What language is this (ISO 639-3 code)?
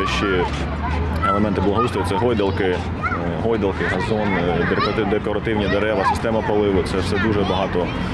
ukr